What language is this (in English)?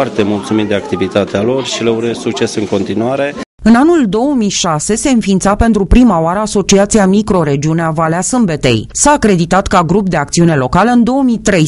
Romanian